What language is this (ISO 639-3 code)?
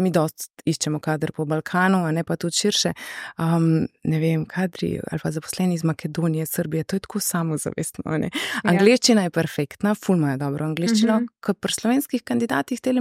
slv